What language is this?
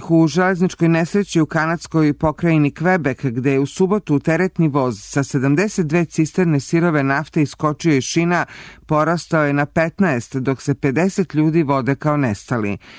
Serbian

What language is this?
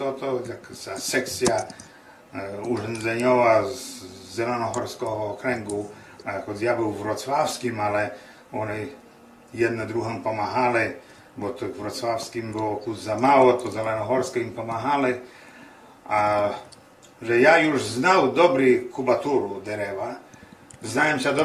Rusyn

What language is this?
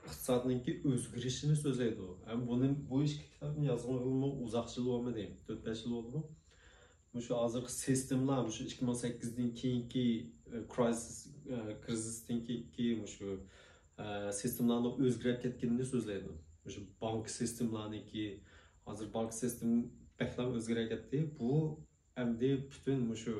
Uyghur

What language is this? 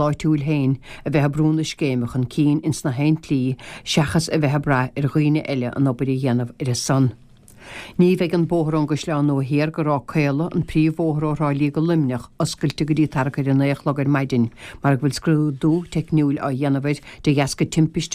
Irish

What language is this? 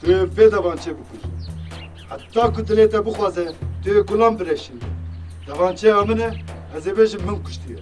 Kurdish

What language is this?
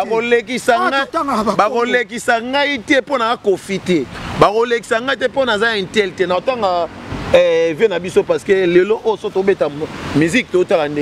Lingala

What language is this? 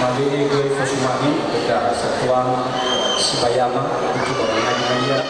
Nias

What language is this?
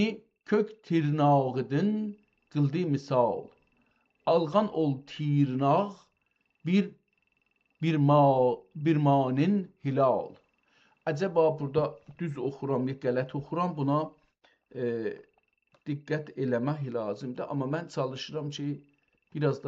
South Azerbaijani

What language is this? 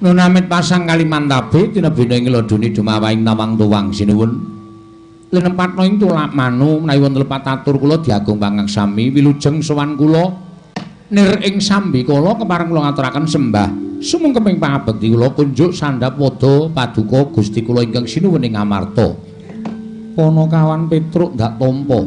Javanese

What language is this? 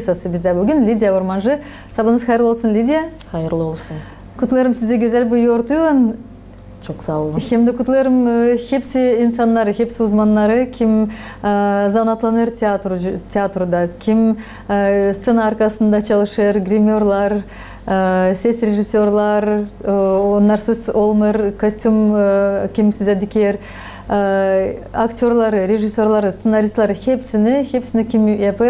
Gagauz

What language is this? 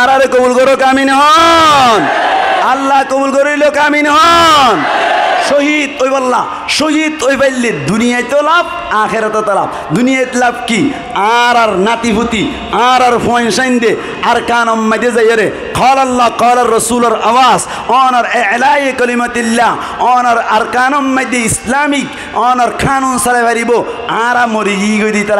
Rohingya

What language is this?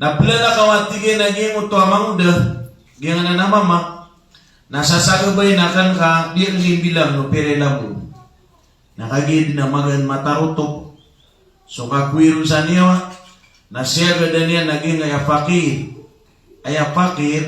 Maranao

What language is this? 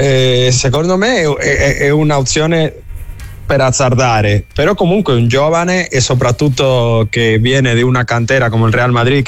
Italian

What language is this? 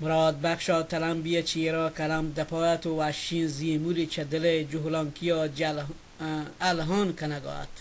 Baluchi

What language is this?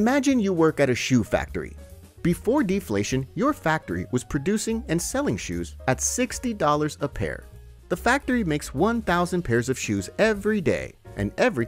English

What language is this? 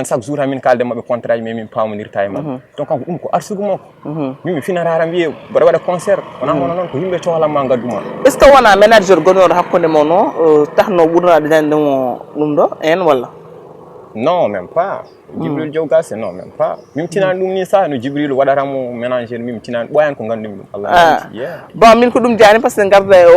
Fula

